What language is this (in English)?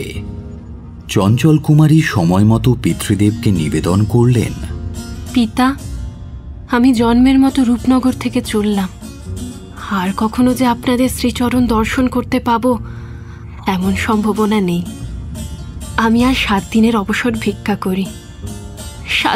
Bangla